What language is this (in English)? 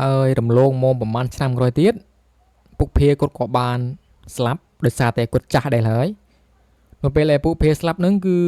Khmer